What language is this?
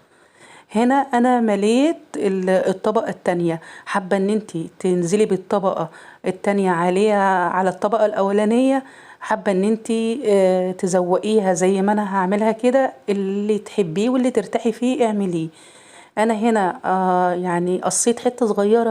Egyptian Arabic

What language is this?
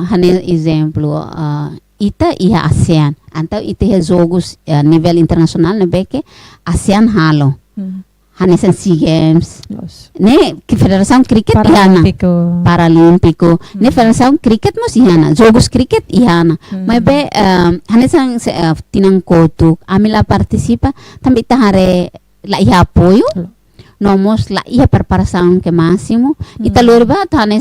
Tetum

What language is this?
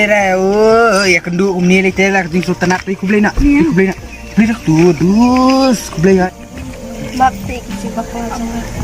Khasi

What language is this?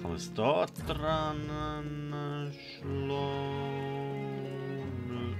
Swiss German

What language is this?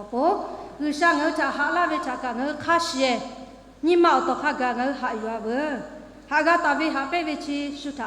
Lahu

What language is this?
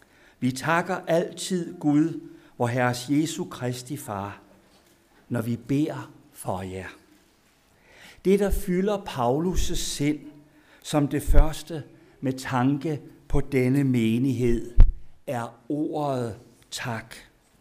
Danish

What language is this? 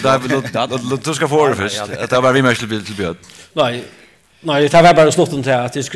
Faroese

